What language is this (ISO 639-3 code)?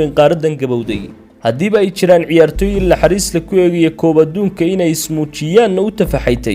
som